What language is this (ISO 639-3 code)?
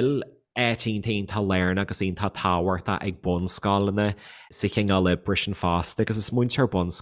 gle